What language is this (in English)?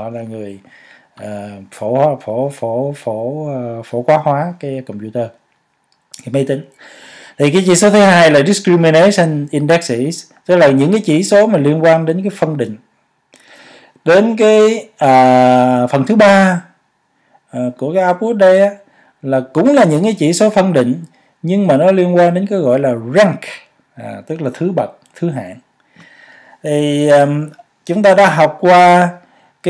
Vietnamese